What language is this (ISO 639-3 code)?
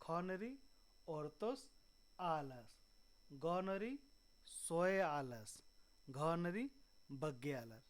kru